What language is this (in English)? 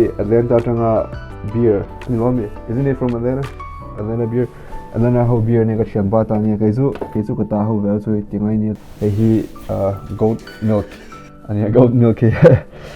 Mizo